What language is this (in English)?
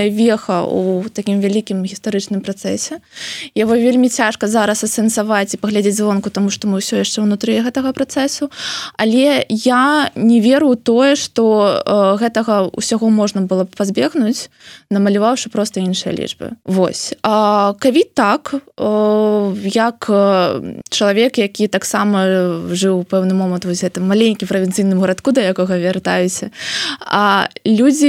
Belarusian